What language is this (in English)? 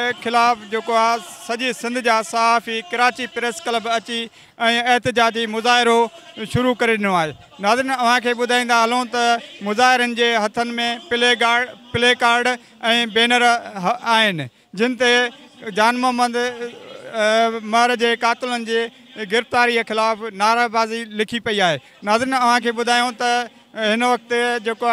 Sindhi